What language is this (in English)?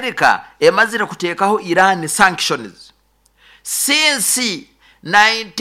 Nyankole